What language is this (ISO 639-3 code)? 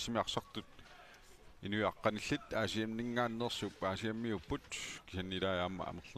kal